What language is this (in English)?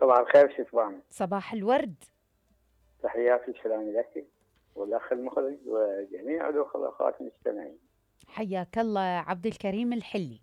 Mesopotamian Arabic